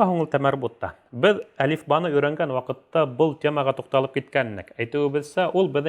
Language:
Bashkir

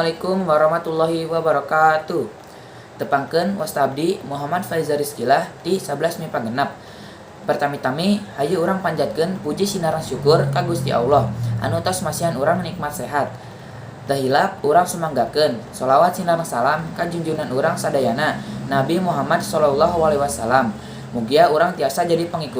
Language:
Sundanese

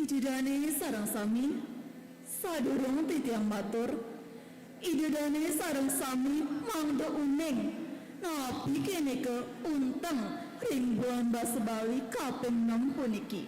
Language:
Balinese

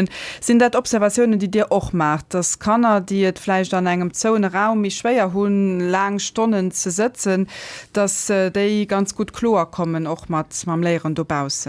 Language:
Luxembourgish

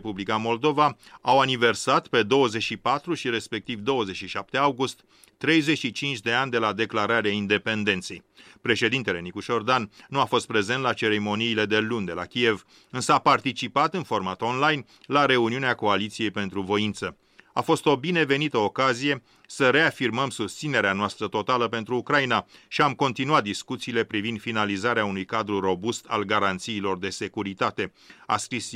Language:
Romanian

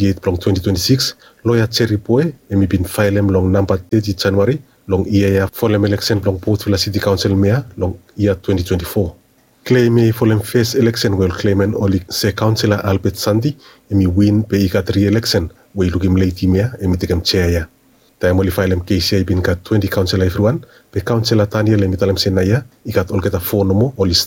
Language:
Bislama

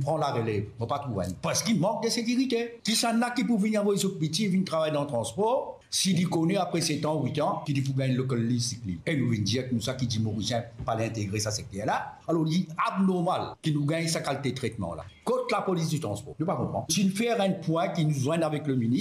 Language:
Morisyen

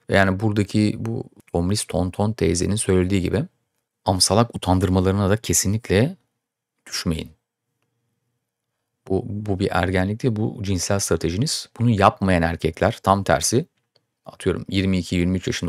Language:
Turkish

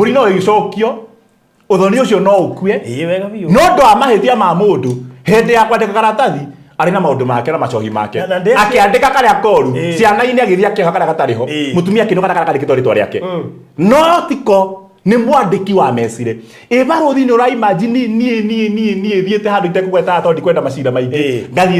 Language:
Kikuyu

